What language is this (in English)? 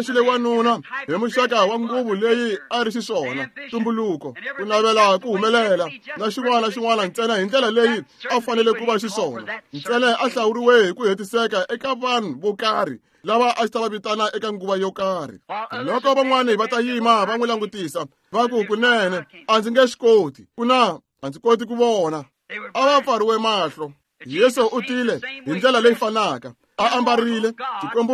Tsonga